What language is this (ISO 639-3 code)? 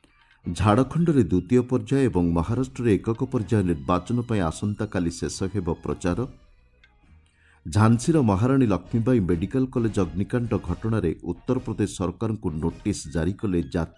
ori